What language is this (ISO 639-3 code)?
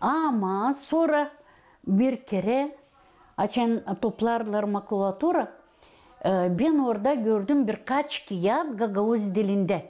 gag